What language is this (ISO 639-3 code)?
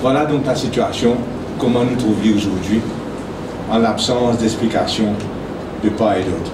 mfe